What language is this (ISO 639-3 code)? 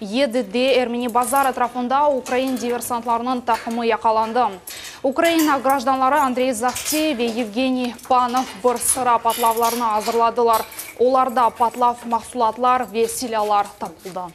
crh